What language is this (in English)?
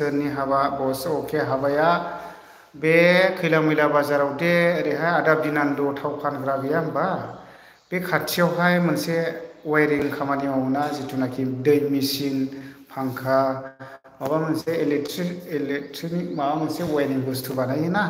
Bodo